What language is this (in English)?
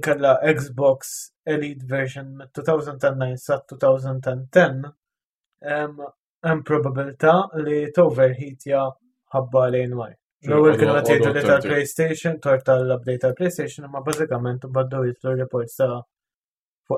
Maltese